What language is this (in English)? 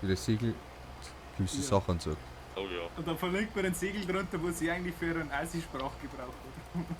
Bavarian